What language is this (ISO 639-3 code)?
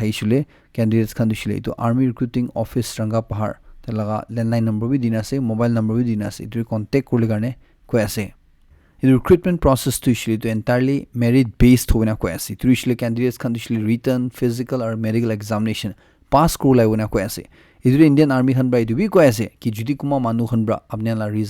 nag